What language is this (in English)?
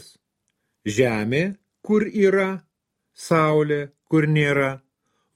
Lithuanian